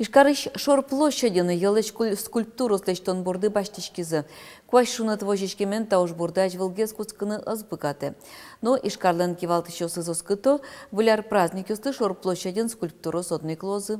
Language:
Udmurt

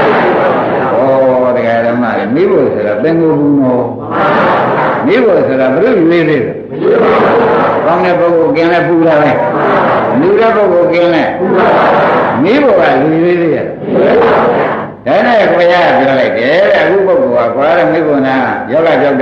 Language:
Burmese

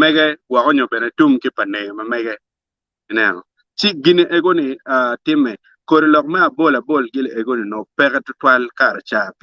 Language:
Acoli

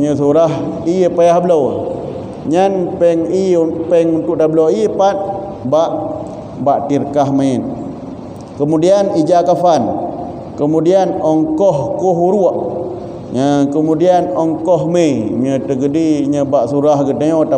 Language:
Achinese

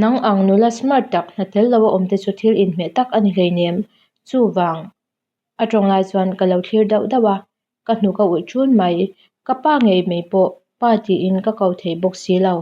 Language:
Mizo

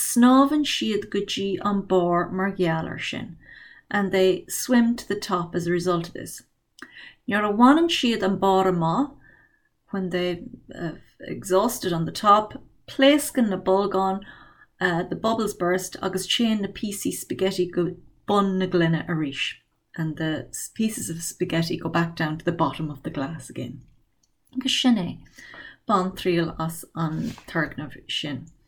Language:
Irish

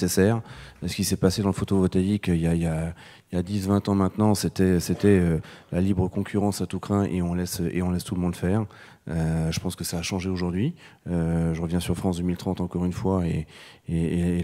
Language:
French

